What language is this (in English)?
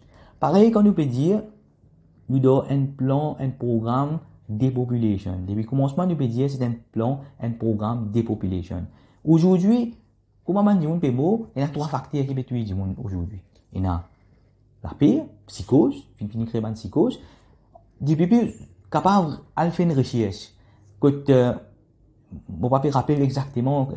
Morisyen